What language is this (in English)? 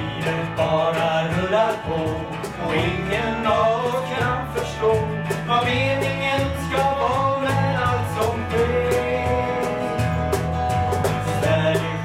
Swedish